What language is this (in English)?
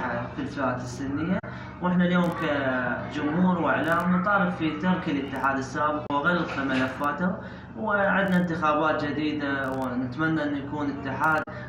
Mesopotamian Arabic